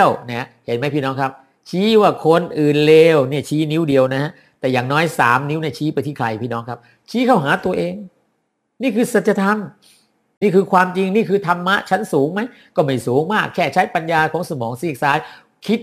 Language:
Thai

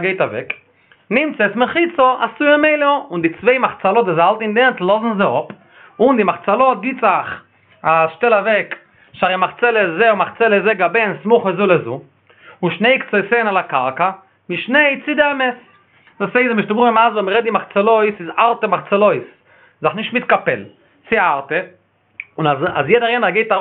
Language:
Yiddish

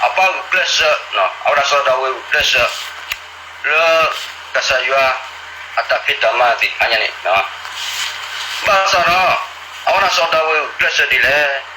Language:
S'gaw Karen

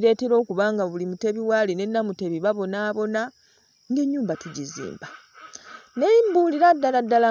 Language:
Ganda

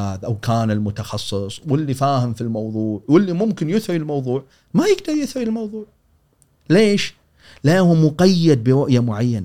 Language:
Gulf Arabic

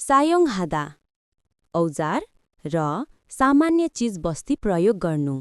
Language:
Nepali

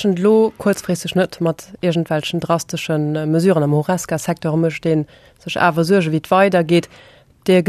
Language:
Luxembourgish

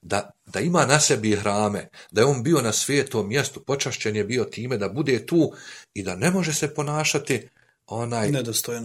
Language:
Bosnian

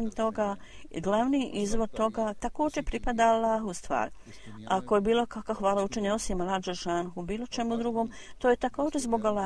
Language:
Bosnian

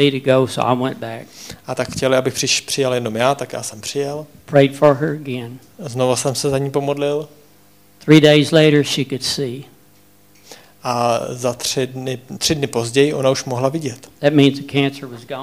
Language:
Czech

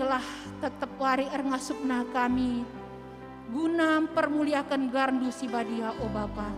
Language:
Batak Karo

